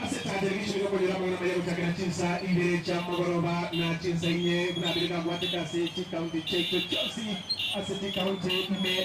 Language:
Gusii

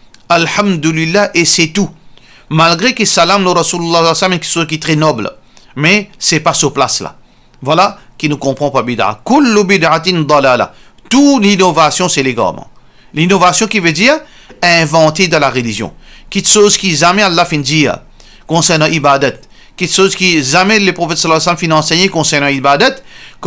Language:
Morisyen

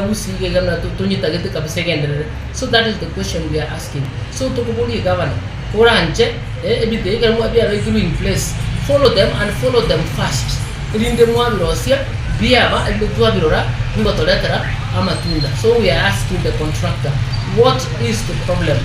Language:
Gusii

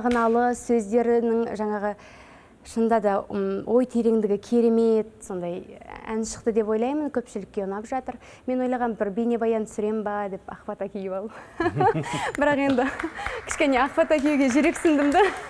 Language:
Kazakh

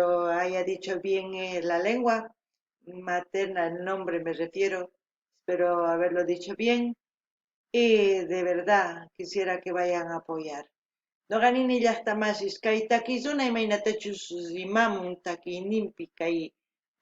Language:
South Bolivian Quechua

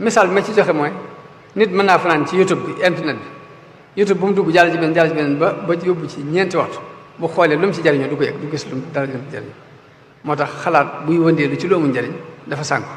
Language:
Wolof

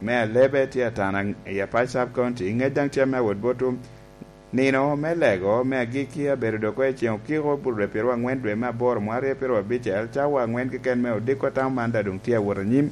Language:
Lango (Uganda)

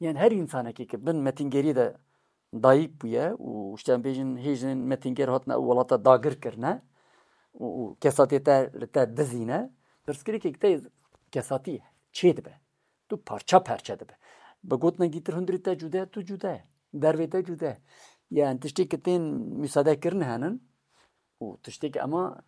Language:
Kurdish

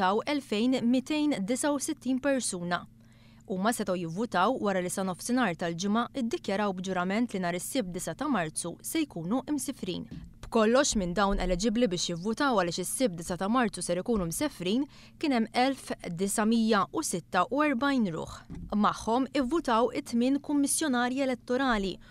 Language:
Maltese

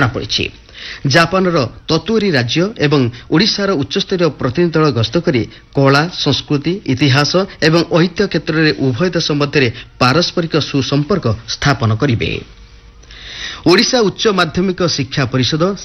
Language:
Odia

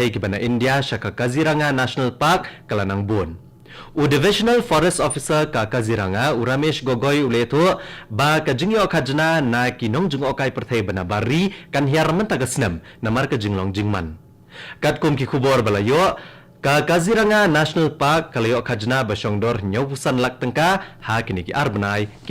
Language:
Khasi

